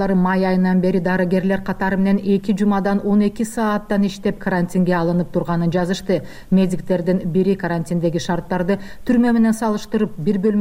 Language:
Kyrgyz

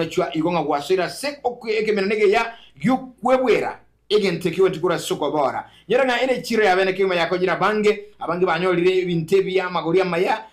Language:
Gusii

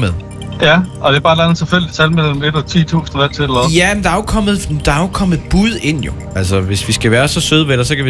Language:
Danish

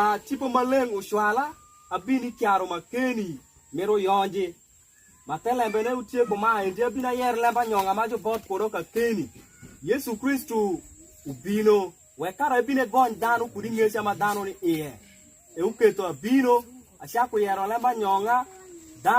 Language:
Alur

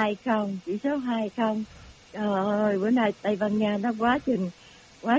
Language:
Vietnamese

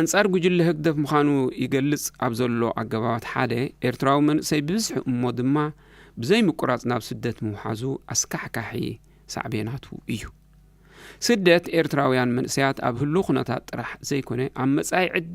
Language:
Tigrinya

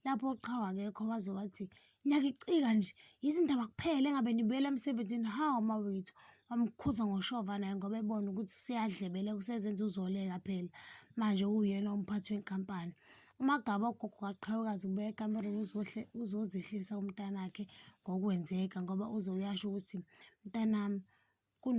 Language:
Zulu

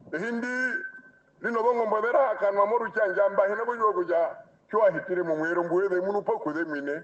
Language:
Herero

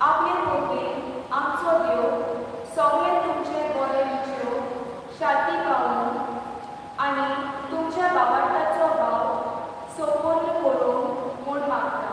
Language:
Konkani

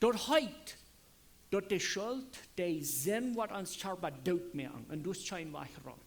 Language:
Plautdietsch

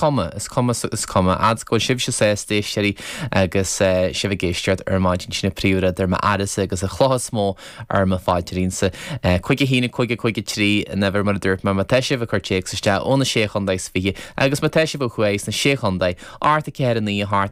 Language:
Irish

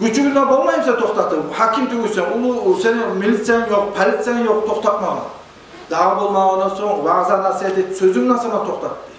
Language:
Kumyk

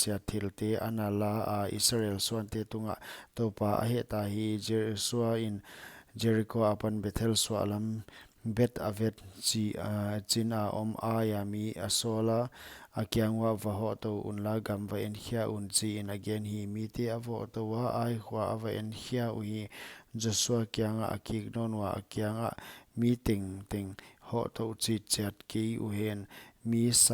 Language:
Paite Chin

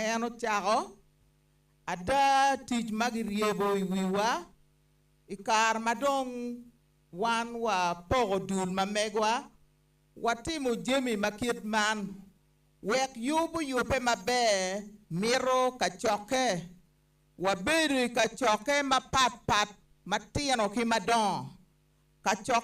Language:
Acoli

